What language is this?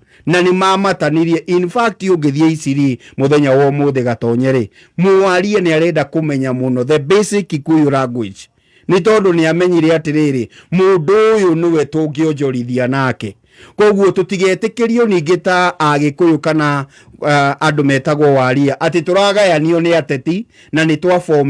Kikuyu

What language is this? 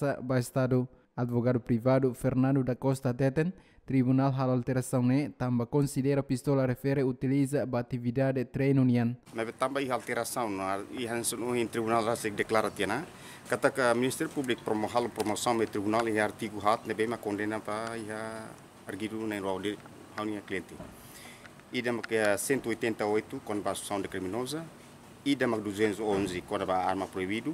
Tetum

